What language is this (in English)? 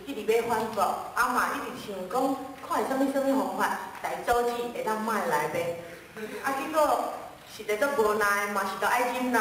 Min Nan Chinese